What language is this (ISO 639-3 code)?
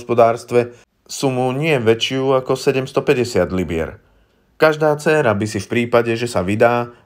slk